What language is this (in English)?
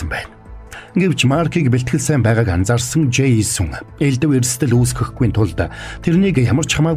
Mongolian